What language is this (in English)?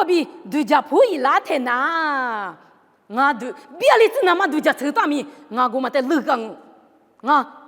Lisu